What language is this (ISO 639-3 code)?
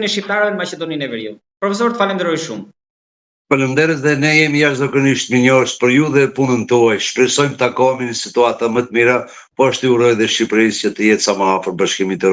sqi